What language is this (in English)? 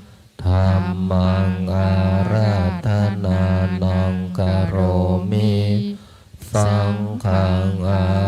Pali